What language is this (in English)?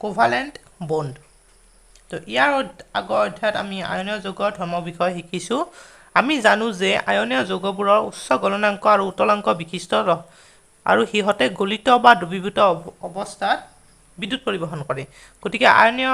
Assamese